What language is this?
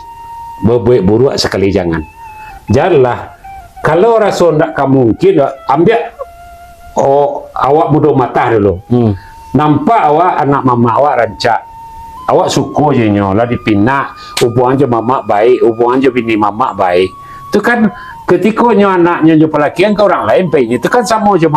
Minangkabau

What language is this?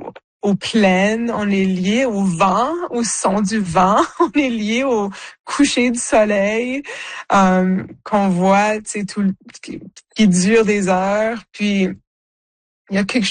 French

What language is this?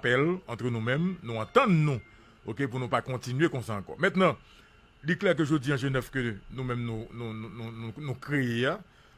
Haitian Creole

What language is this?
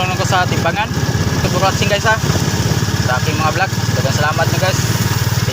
Cebuano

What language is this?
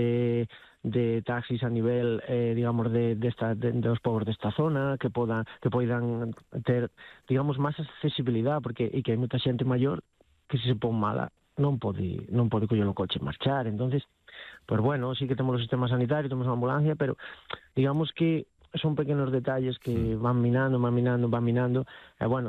Galician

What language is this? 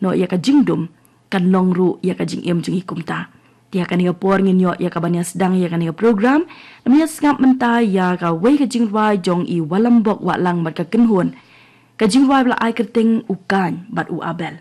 Khasi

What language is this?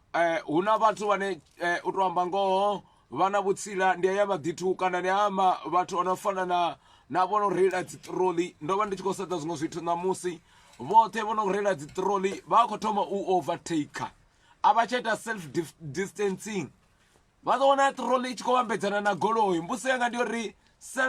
Venda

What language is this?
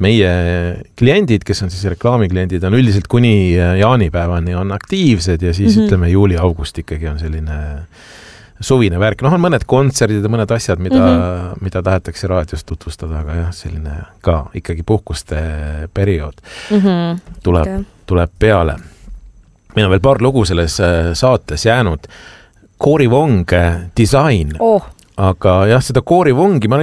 Estonian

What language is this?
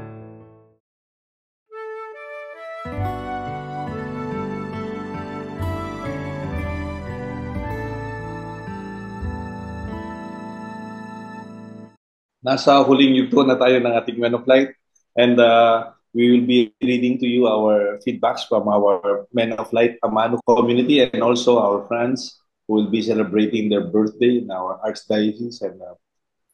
Filipino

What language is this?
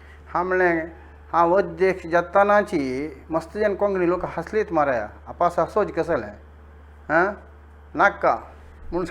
Konkani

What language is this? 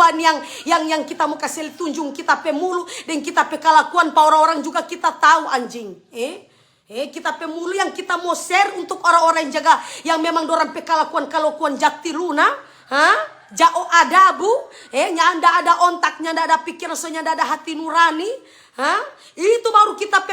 Manado Malay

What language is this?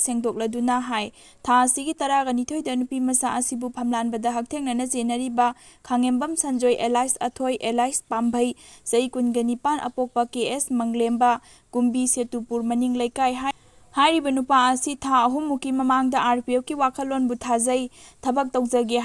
Manipuri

